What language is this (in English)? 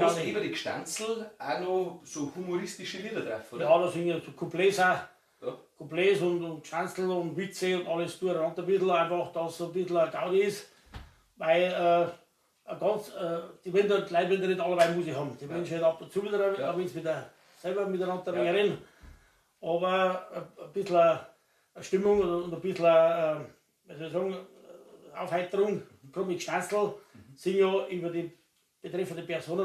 Bavarian